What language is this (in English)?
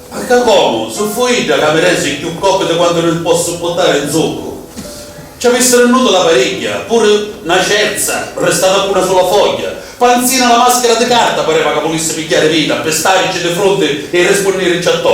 Sicilian